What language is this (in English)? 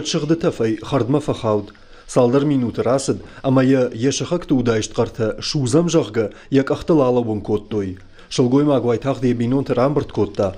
Ossetic